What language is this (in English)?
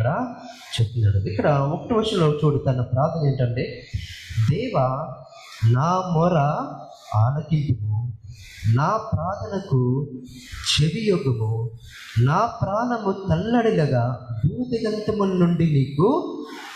Telugu